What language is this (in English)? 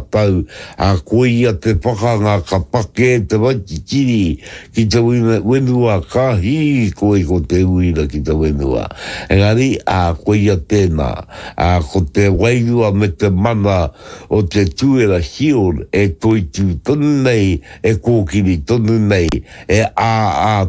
Māori